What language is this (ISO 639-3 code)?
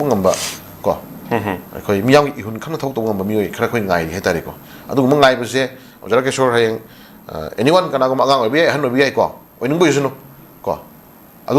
mni